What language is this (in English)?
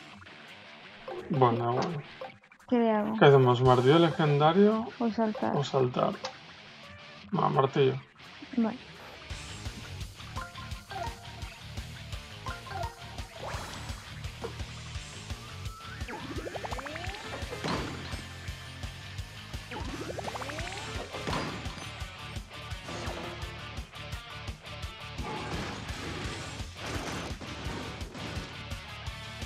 Spanish